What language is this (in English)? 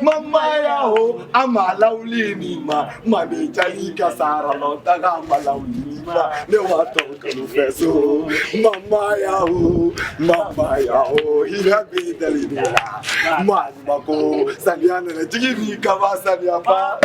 Bambara